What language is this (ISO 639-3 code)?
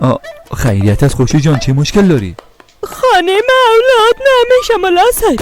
fas